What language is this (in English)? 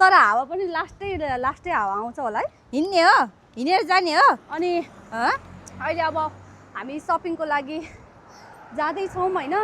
Nepali